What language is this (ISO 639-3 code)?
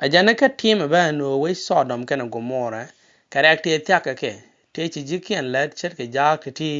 nus